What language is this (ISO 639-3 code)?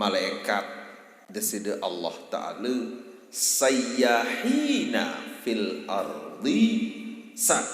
sas